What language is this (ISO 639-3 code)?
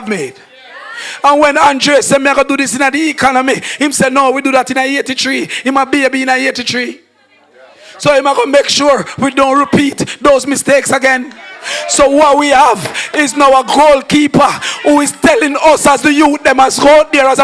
jam